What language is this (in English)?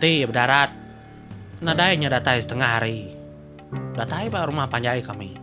Iban